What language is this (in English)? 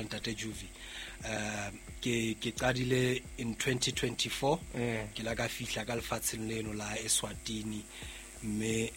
Southern Sotho